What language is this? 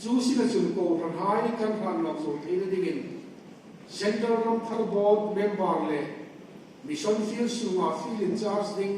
Hmar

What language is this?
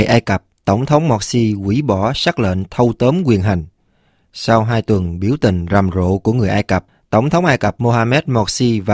Vietnamese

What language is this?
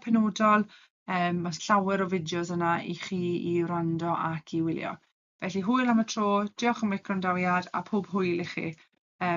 Welsh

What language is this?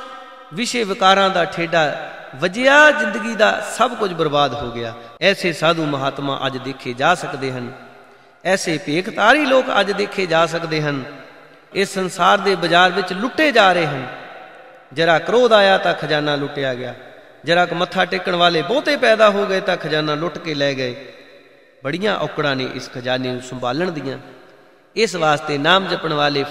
Punjabi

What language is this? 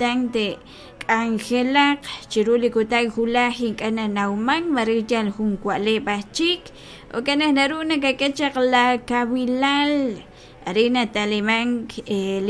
Kekchí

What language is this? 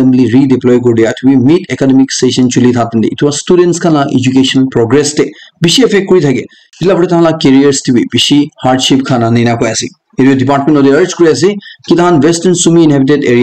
Naga Pidgin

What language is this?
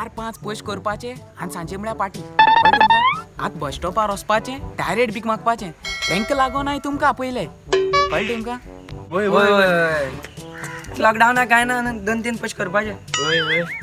Konkani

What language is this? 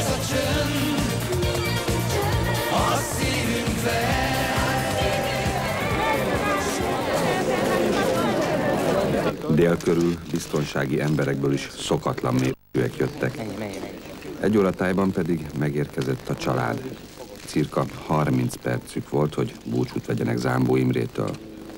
Hungarian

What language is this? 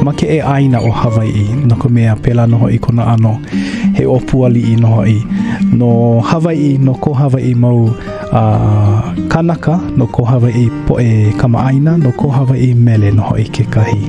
Hawaiian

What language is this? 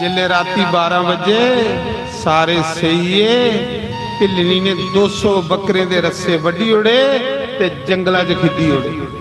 Dogri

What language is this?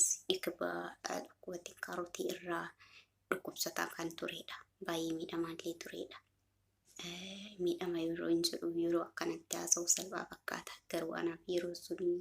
Oromo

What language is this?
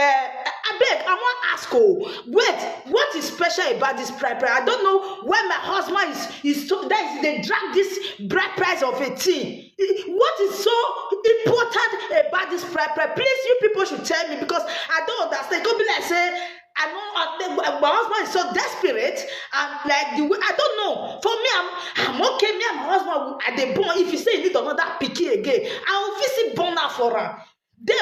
Nigerian Pidgin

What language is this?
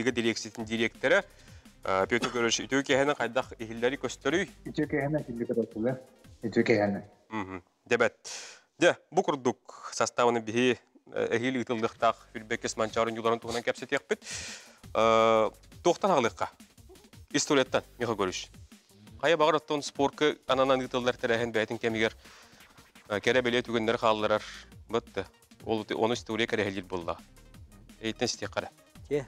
Yakut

